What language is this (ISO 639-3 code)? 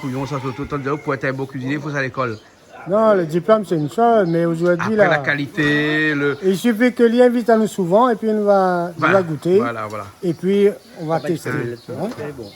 rcf